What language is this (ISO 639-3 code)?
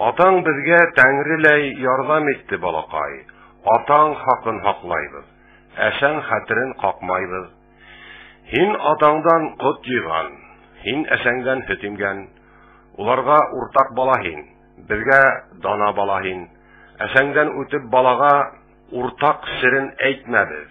bak